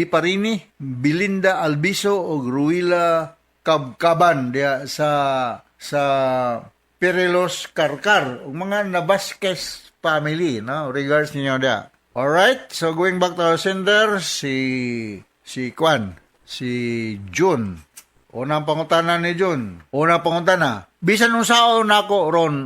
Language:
Cebuano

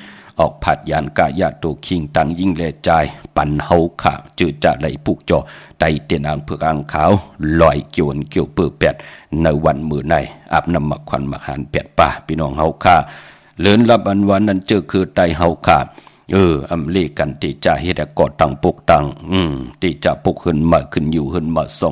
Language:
Shan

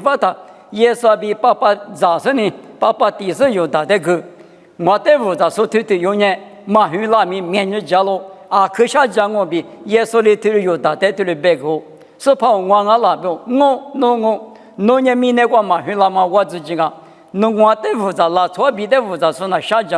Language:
Lisu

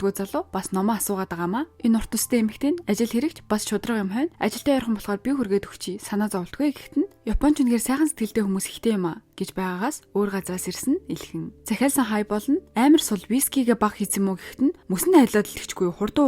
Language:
Mongolian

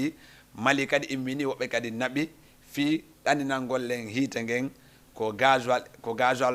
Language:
Fula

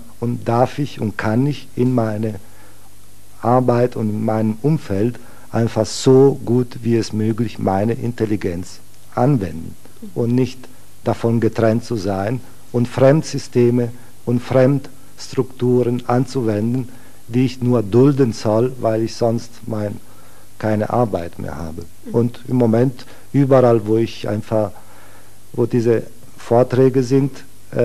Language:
German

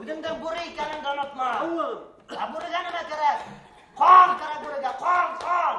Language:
Bashkir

